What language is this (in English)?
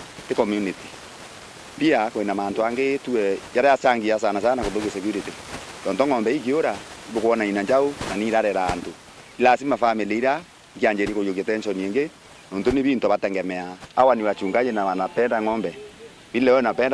Meru